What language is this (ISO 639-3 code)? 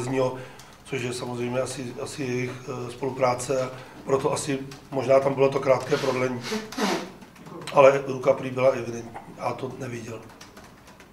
ces